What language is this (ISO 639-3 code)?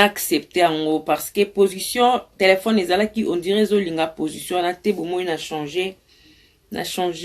lin